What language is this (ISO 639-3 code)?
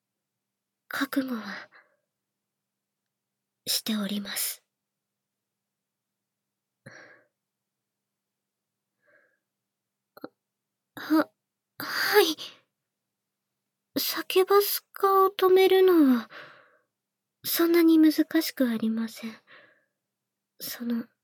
jpn